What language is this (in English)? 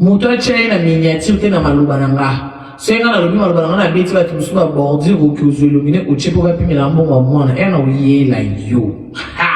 Lingala